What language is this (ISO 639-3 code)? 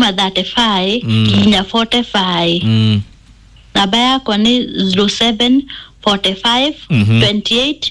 kik